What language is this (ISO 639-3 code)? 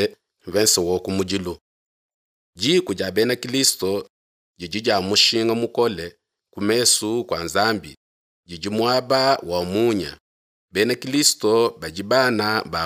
lua